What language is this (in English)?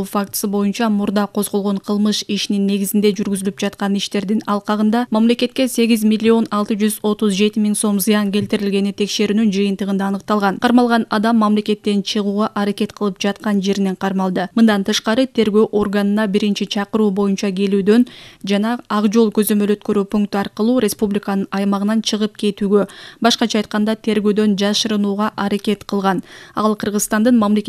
Kyrgyz